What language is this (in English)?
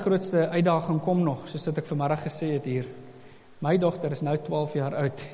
Afrikaans